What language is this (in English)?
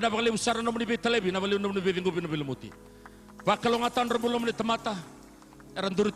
Fijian